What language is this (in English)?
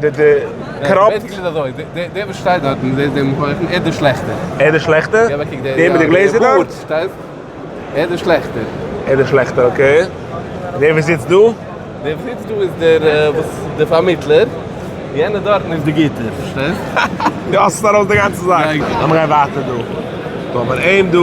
Yiddish